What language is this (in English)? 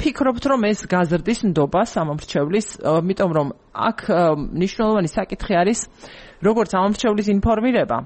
Georgian